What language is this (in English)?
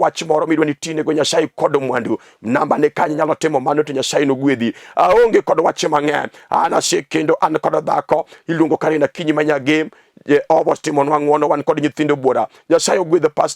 Luo (Kenya and Tanzania)